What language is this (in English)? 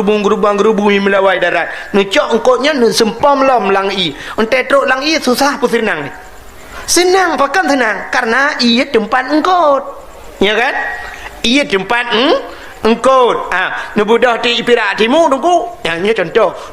Achinese